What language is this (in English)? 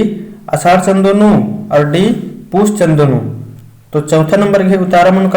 Kurukh